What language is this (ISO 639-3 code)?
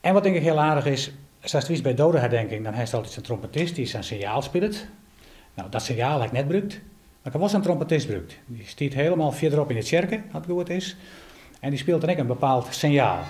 fry